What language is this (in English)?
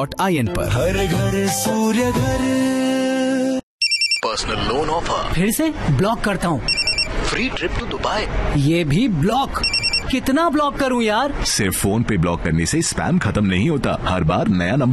Hindi